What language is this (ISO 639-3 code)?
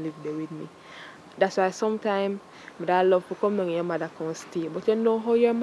jam